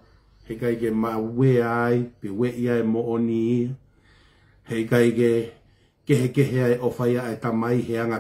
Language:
Tongan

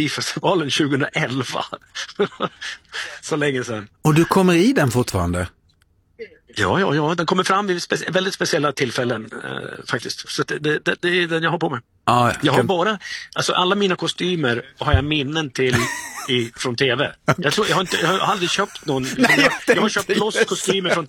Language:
Swedish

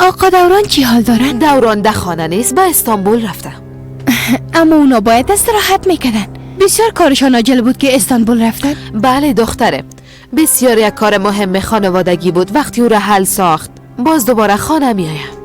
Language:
Persian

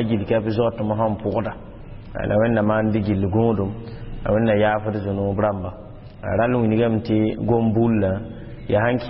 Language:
Mossi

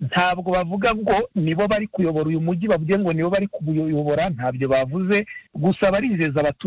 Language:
Kinyarwanda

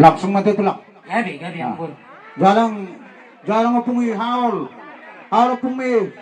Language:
Batak Toba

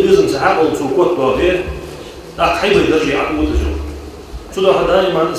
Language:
Ingush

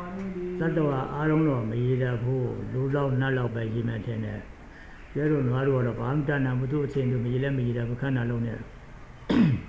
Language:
Burmese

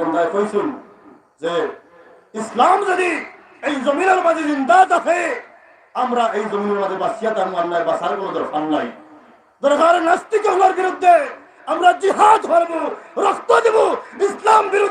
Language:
Sylheti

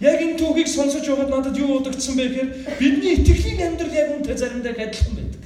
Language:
Mongolian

